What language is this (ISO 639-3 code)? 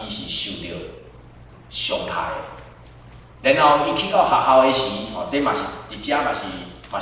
nan